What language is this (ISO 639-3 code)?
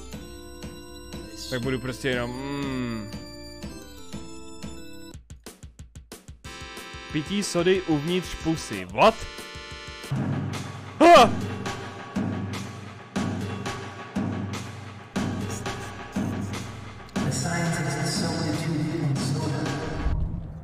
ces